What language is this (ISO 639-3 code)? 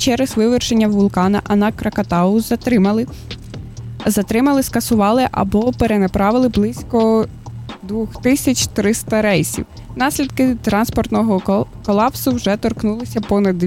ukr